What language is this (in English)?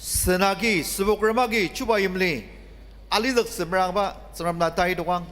Ao Naga